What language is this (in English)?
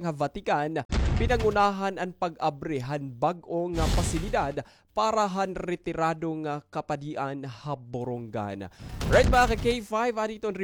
Waray